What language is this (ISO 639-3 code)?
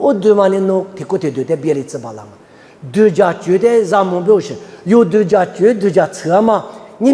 lis